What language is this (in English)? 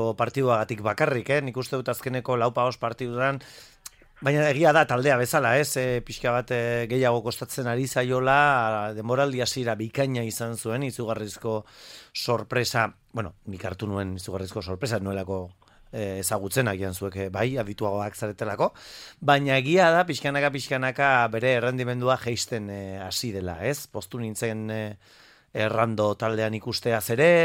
Basque